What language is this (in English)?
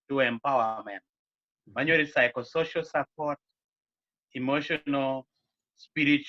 Acoli